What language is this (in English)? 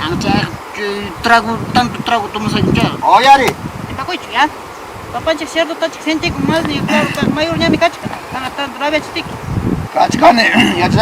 Ayacucho Quechua